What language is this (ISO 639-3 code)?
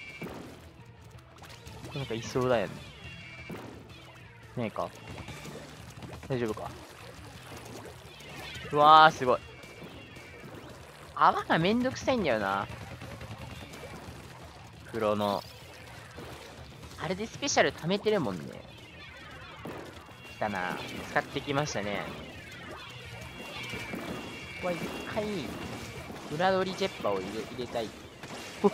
jpn